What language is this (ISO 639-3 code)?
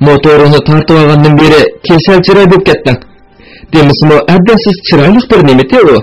uig